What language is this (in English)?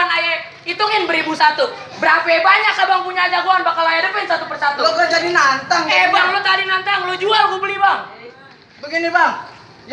Betawi